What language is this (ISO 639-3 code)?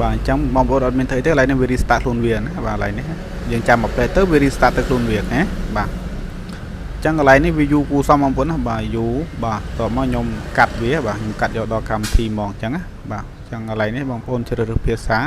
khm